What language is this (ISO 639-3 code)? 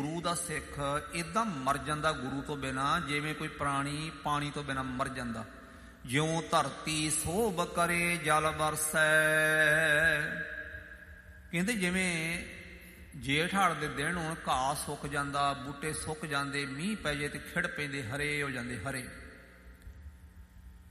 pan